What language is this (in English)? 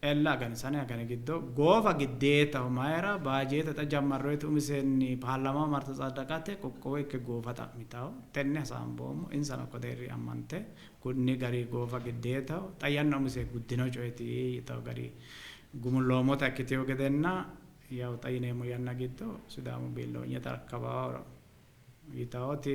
Sidamo